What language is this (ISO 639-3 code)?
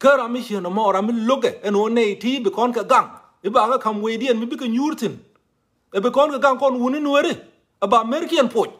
nus